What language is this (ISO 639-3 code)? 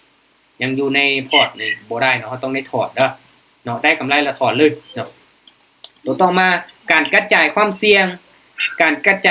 lao